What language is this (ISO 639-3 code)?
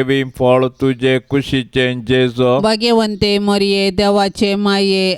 kok